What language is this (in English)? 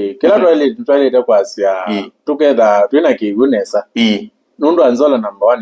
Kamba